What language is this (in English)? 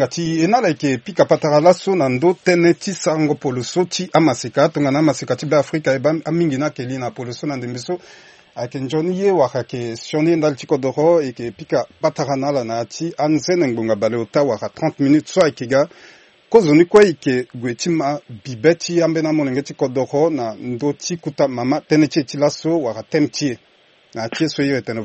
Sango